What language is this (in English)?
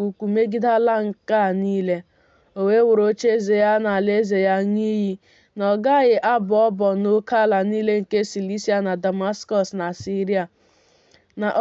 Igbo